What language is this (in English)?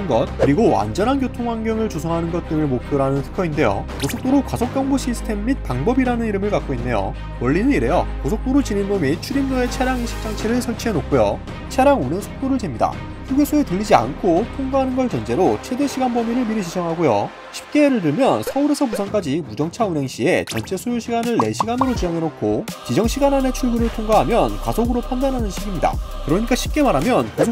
Korean